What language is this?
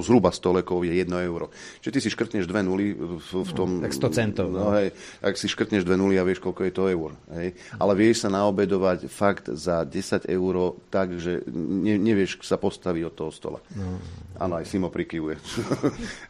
Slovak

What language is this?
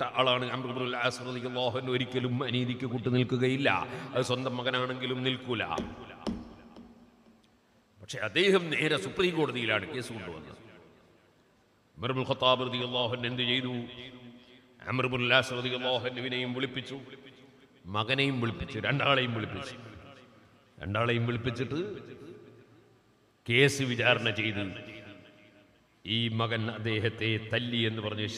Malayalam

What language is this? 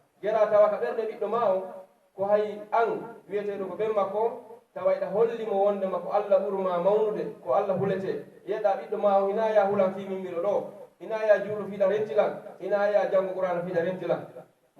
Pular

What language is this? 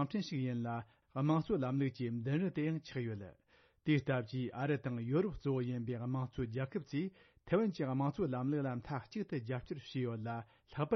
Tibetan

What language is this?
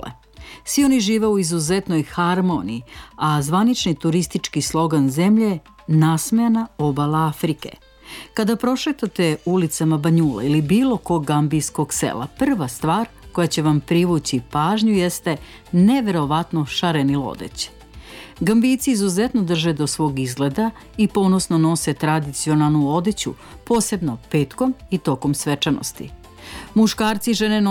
Serbian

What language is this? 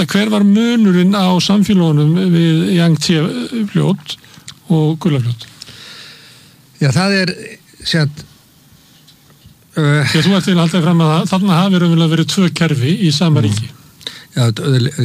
Icelandic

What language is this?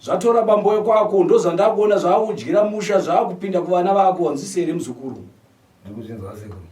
Shona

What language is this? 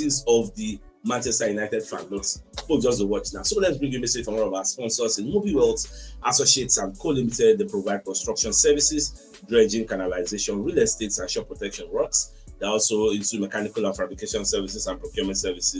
Nigerian Pidgin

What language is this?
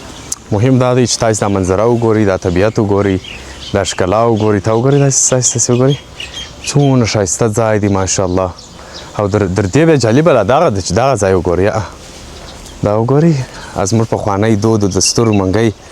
Pashto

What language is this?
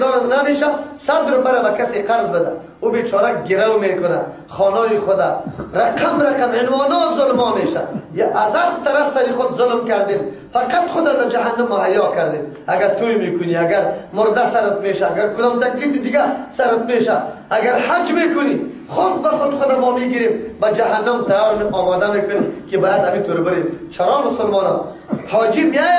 Persian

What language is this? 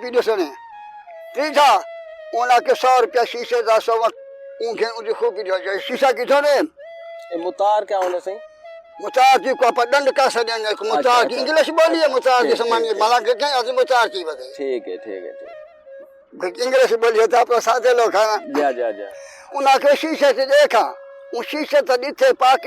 Saraiki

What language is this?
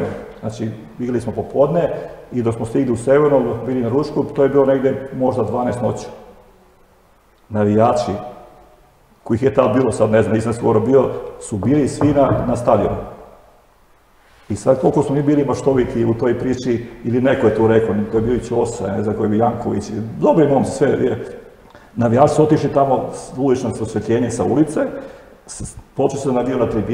Serbian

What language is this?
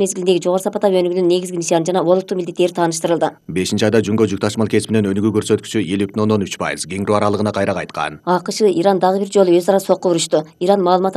Kyrgyz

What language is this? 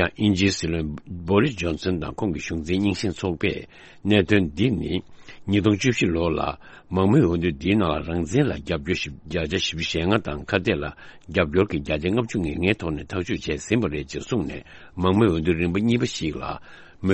Tibetan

